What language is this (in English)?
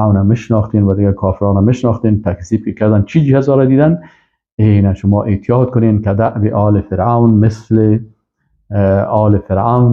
Persian